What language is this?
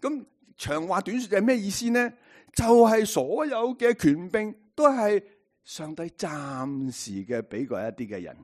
Cantonese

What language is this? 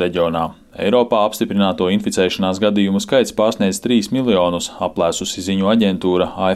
Latvian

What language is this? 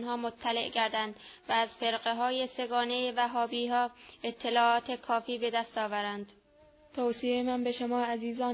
Persian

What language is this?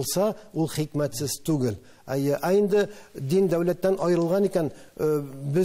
Tatar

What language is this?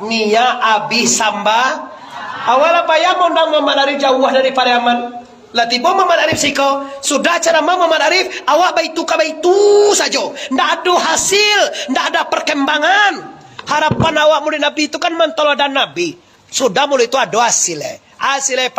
Minangkabau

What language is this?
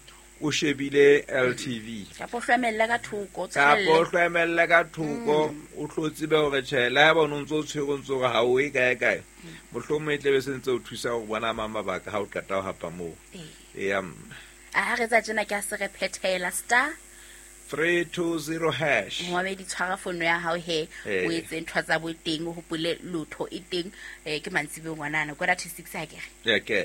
Southern Sotho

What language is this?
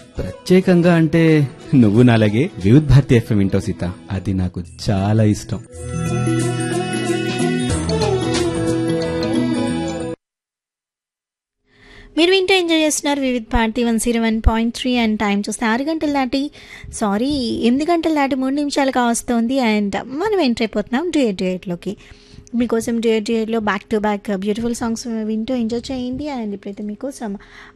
Telugu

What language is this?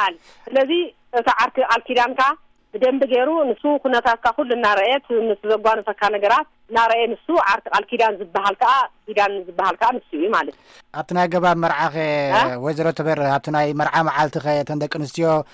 Tigrinya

